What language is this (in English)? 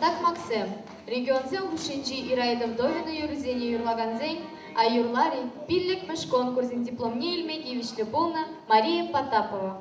Chuvash